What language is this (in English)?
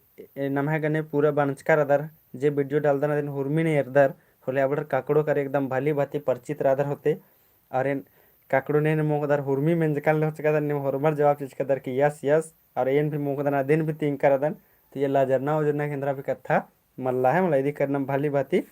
Kurukh